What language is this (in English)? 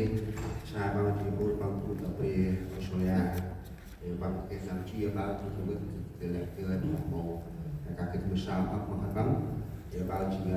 Central Mnong